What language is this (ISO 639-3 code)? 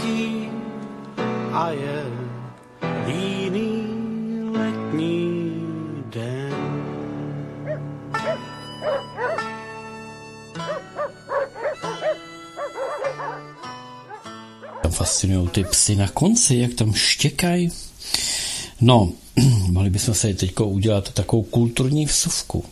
ces